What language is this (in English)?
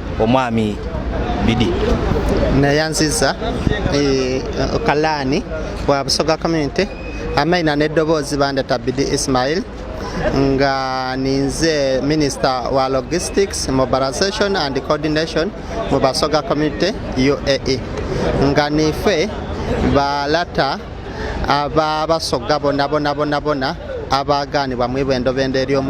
Soga